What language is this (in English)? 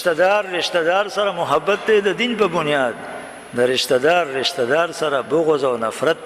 Pashto